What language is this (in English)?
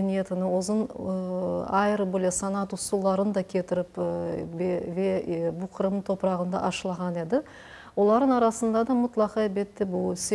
Crimean Tatar